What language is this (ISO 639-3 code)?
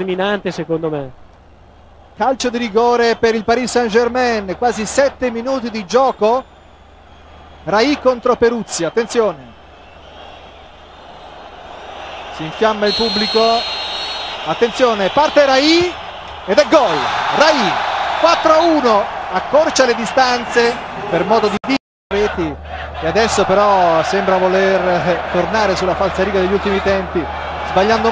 ita